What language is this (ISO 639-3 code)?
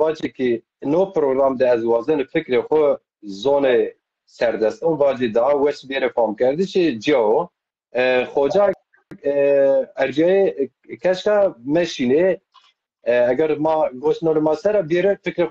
zza